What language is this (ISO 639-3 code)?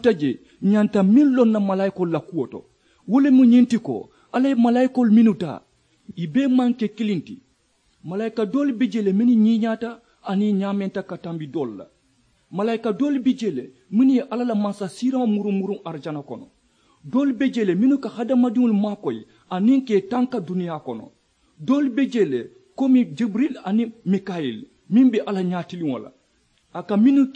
man